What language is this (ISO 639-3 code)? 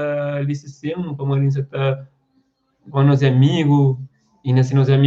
kea